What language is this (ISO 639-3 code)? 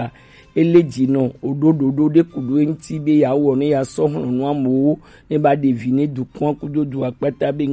gej